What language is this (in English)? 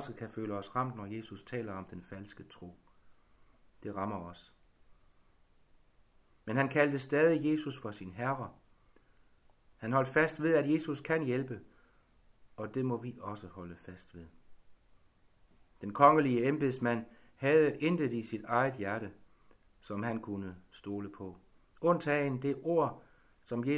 Danish